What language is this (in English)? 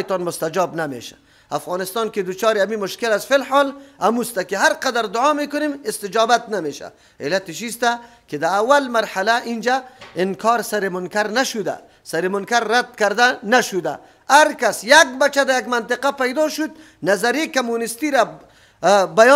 Persian